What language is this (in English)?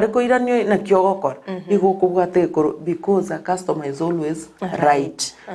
Gusii